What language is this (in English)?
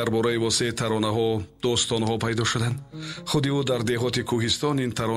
Tajik